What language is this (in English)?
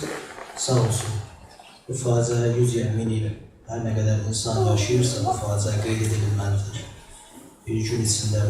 South Azerbaijani